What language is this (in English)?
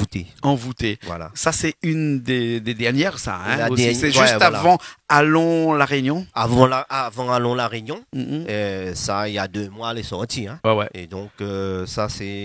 Réunion Creole French